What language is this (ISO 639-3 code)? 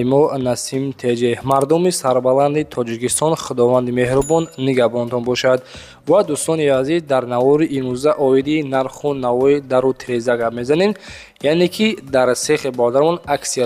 tgk